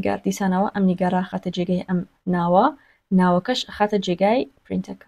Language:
Central Kurdish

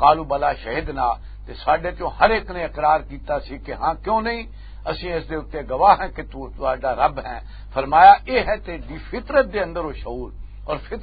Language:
Western Panjabi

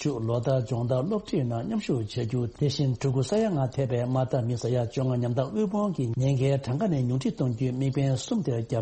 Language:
Tibetan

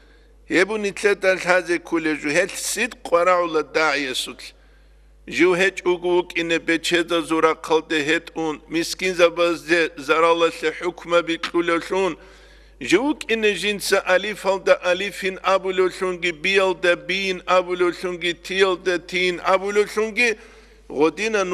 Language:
Avaric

